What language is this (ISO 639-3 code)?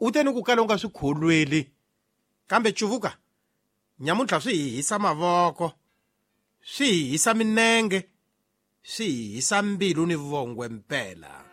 tso